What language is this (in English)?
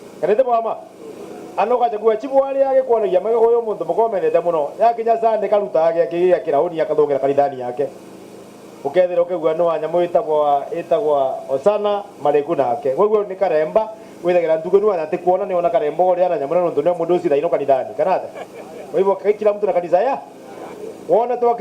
Meru